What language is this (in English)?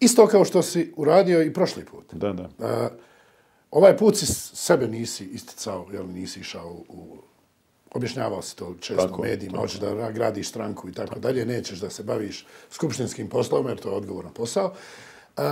Bosnian